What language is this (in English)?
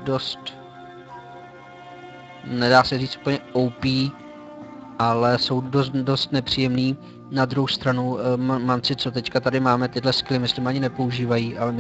Czech